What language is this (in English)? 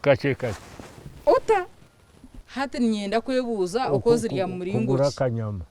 Nyankole